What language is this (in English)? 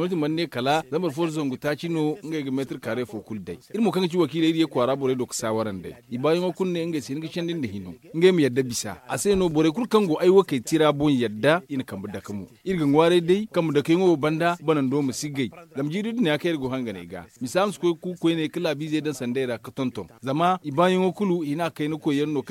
Zarma